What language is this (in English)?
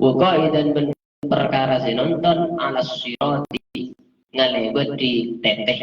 Madurese